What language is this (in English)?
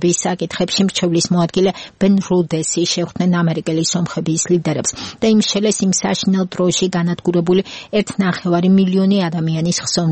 Georgian